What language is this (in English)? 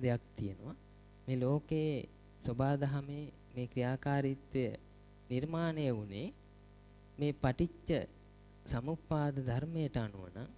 Sinhala